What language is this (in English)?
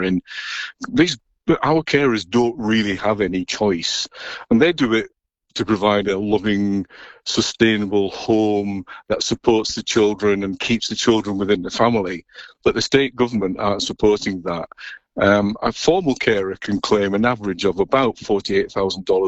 English